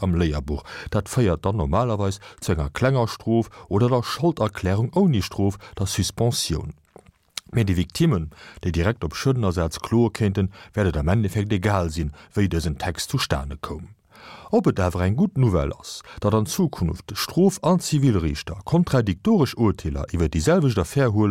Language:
Luxembourgish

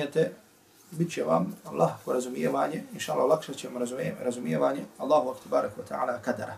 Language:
Bosnian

